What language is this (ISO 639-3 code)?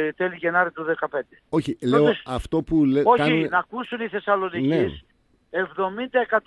ell